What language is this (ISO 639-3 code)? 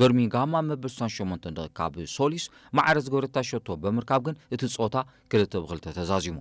tir